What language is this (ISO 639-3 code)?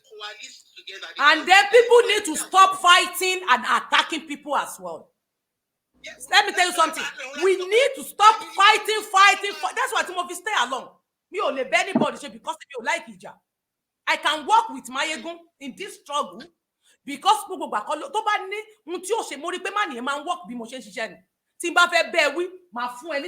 yor